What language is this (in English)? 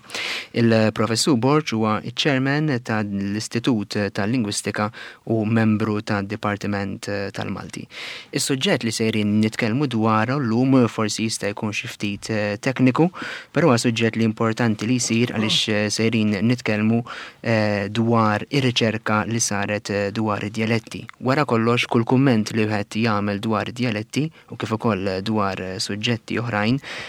Maltese